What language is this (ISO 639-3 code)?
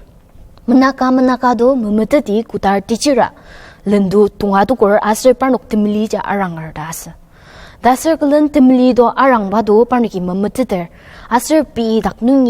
njo